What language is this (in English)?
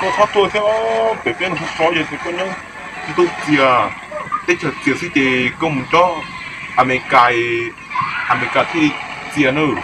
Hmong